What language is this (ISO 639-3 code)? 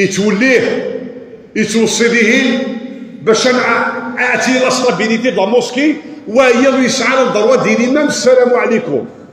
kab